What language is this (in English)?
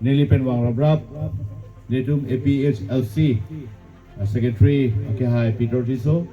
Karbi